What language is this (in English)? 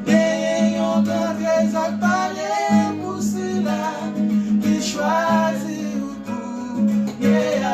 Haitian Creole